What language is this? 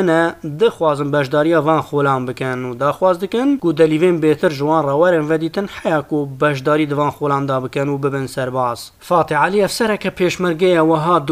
Kurdish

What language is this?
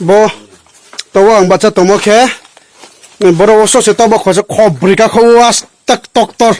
Riang (India)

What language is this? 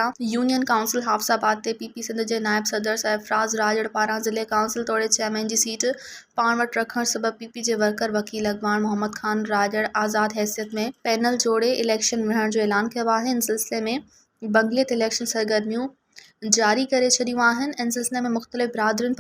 Sindhi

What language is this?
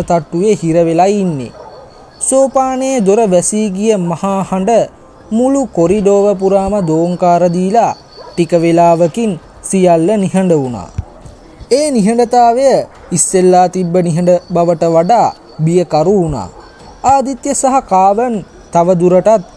Sinhala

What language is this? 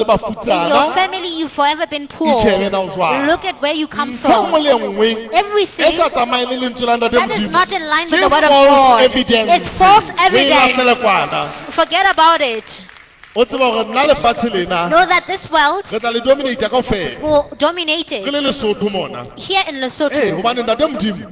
Southern Sotho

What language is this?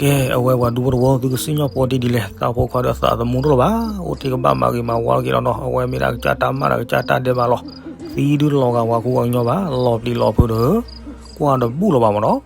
S'gaw Karen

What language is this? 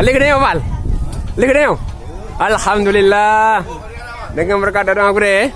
Achinese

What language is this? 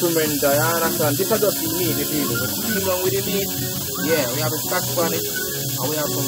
Jamaican Creole English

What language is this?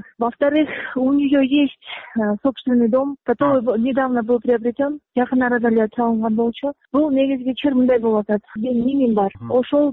Kyrgyz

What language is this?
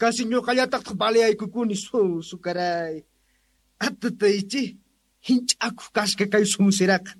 South Bolivian Quechua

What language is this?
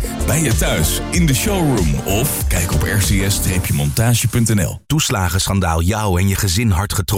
Dutch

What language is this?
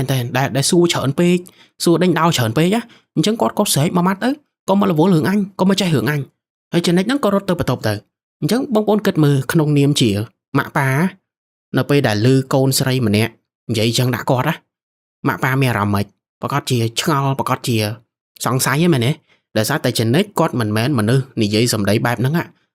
Khmer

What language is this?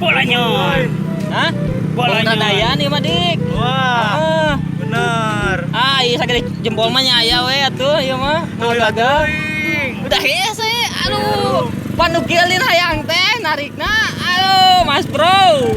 Sundanese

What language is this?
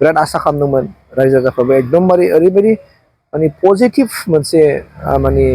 Bodo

